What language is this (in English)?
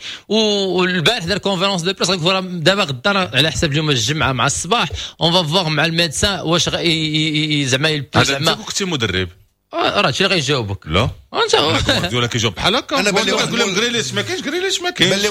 Moroccan Arabic